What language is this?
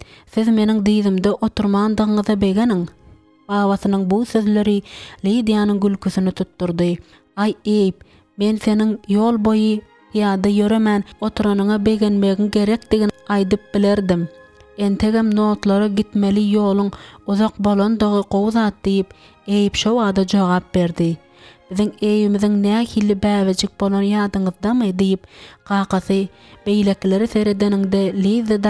Turkmen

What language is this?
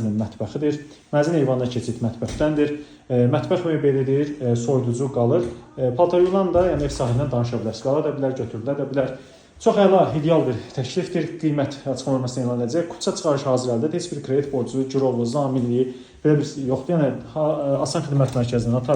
Azerbaijani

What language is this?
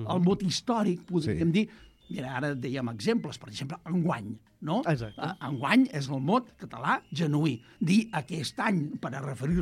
Catalan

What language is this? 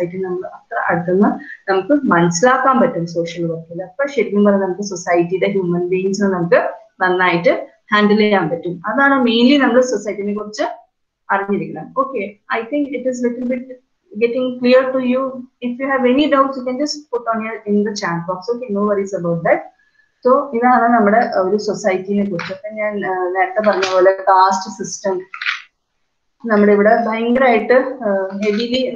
Malayalam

